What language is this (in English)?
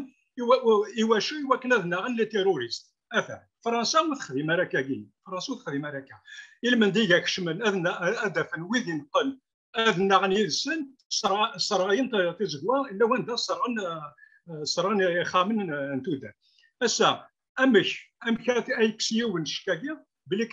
Kabyle